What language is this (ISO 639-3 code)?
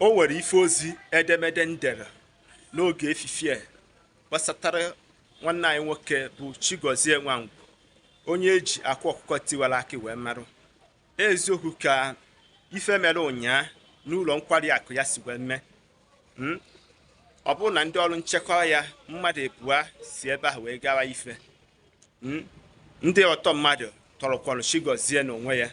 ibo